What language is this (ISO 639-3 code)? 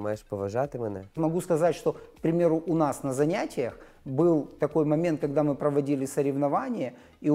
ukr